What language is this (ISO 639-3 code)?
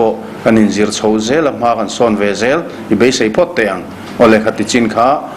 lus